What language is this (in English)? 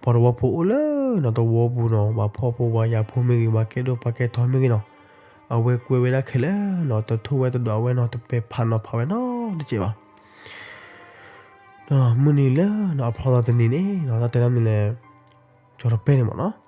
S'gaw Karen